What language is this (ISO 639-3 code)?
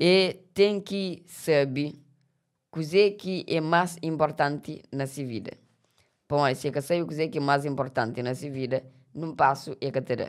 kea